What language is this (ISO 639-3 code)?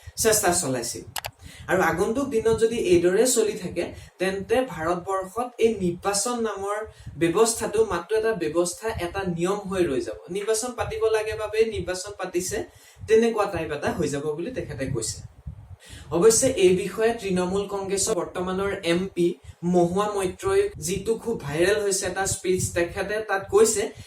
asm